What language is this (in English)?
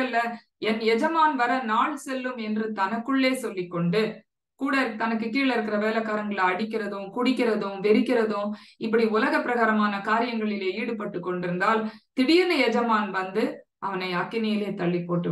Tamil